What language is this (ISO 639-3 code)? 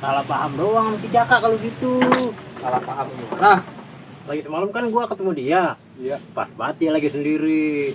bew